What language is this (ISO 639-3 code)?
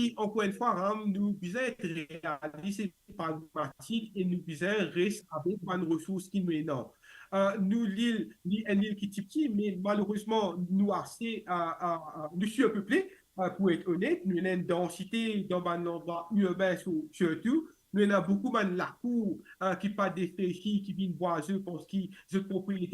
mfe